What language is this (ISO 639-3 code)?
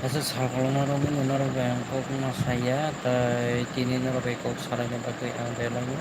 trp